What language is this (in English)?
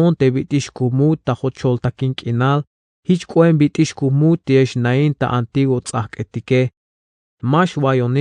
Tzeltal